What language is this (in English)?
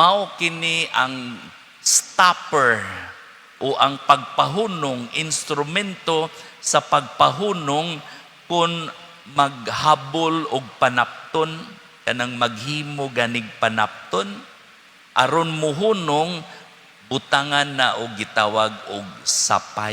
Cebuano